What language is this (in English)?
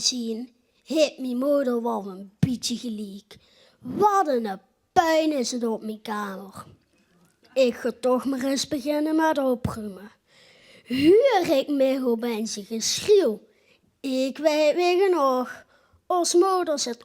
Limburgish